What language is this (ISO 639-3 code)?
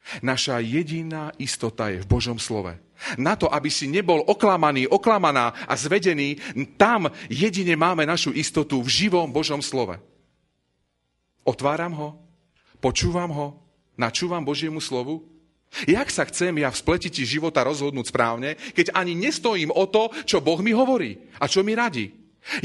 slk